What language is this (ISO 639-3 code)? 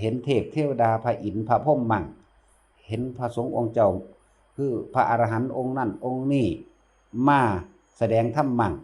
tts